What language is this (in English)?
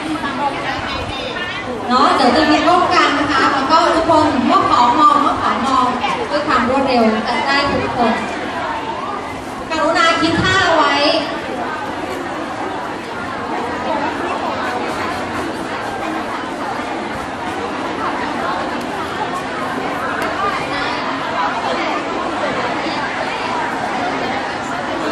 Thai